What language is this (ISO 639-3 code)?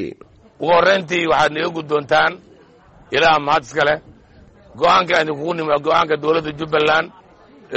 som